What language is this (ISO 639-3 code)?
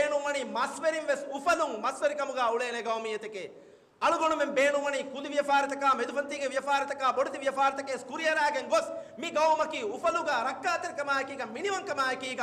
div